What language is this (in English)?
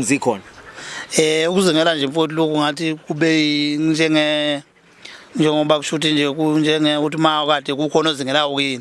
Zulu